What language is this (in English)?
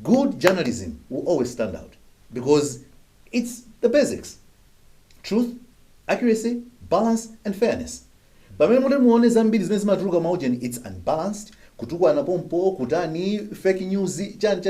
Nyanja